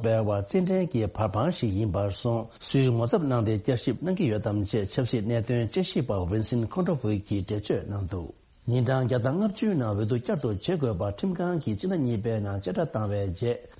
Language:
Tibetan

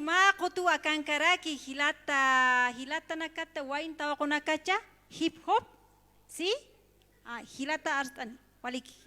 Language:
Aymara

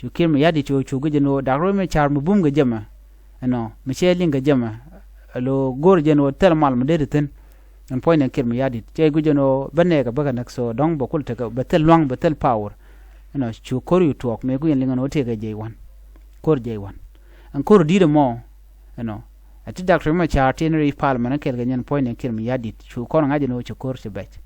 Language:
Nuer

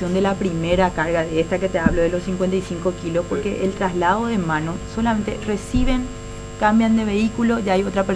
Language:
Spanish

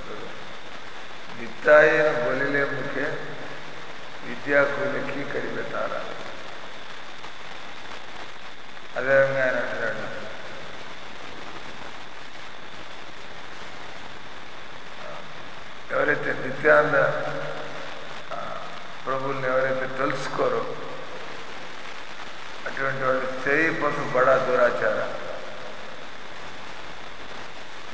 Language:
Telugu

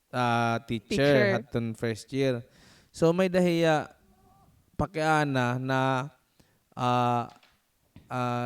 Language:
Waray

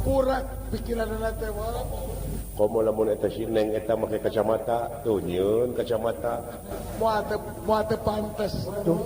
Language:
Sundanese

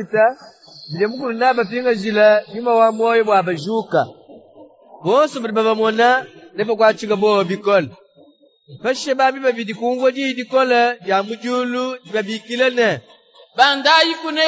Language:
Luba-Lulua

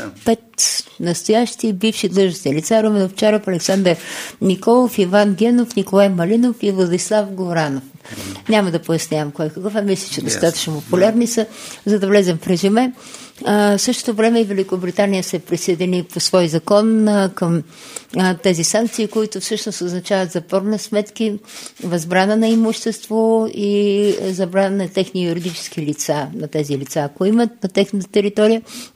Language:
Bulgarian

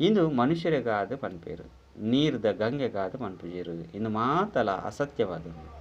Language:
Tulu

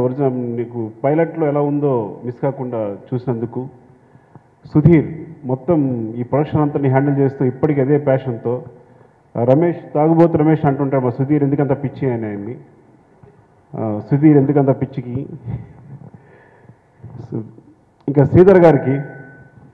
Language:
Telugu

